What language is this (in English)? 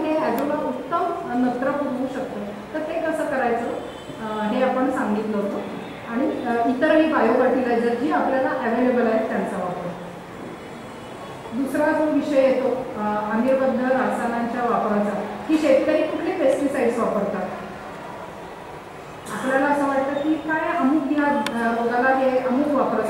Marathi